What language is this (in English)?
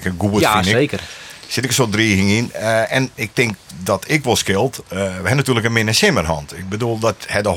Western Frisian